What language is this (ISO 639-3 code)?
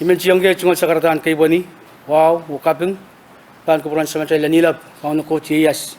pon